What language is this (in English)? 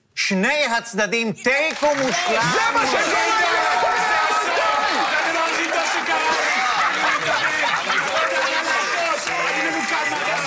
Hebrew